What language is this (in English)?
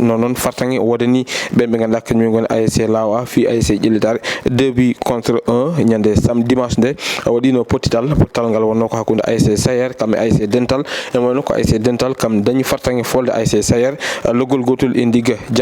Fula